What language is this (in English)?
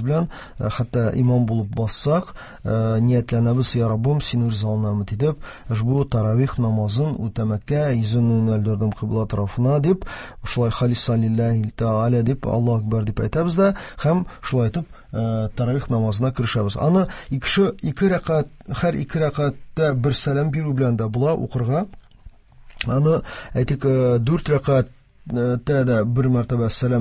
Tatar